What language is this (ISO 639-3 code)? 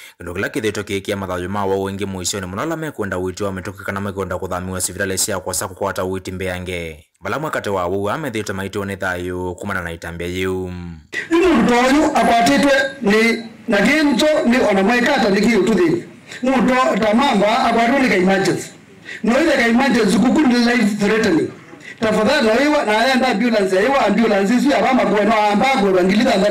kam